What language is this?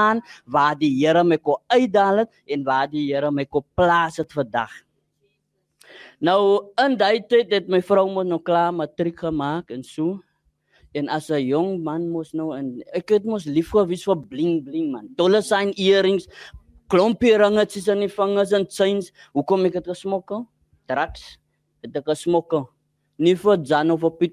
Afrikaans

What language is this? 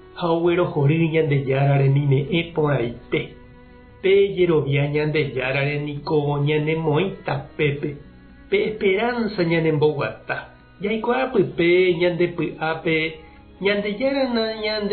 Guarani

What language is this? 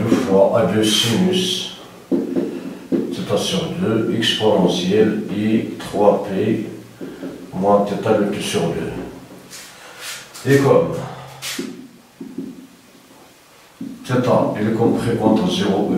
French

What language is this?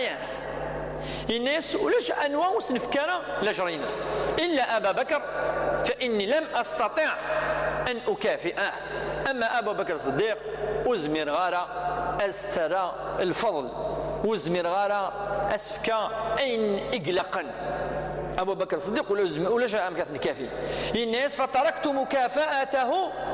Kabyle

